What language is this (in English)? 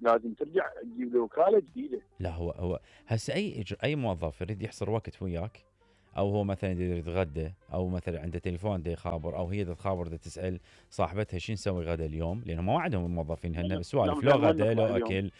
Mesopotamian Arabic